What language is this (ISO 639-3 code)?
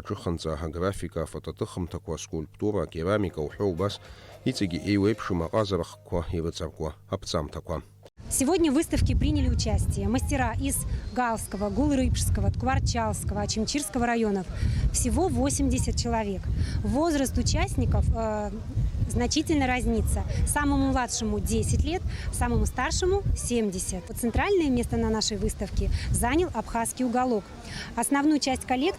abk